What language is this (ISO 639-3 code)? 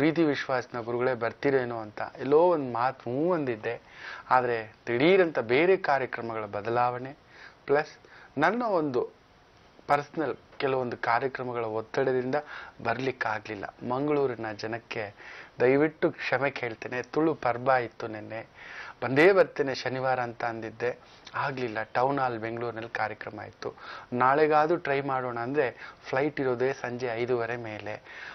kan